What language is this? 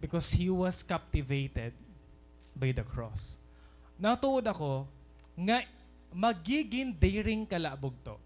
Waray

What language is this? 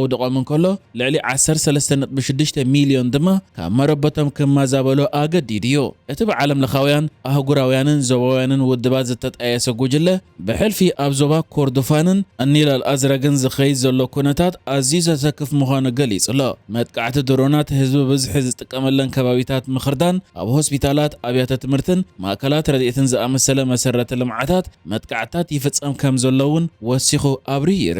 Tigrinya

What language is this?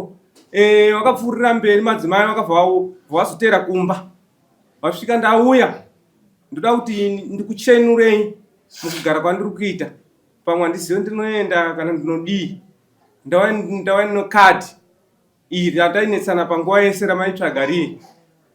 Shona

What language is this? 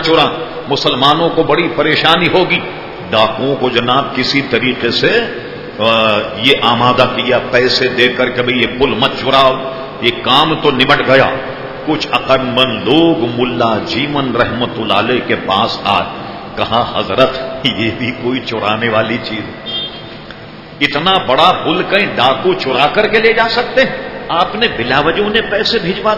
Urdu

